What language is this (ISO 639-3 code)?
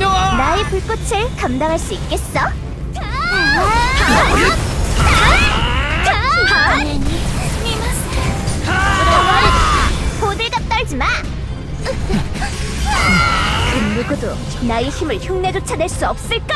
kor